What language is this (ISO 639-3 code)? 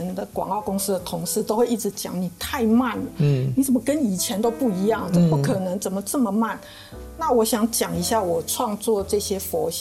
zho